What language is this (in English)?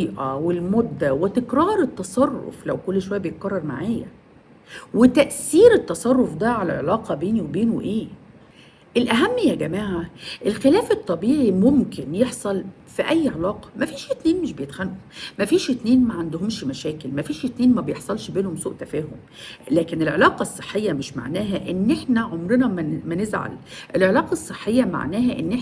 Egyptian Arabic